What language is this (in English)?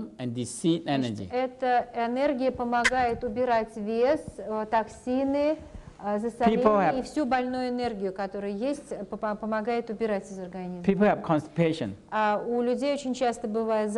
Russian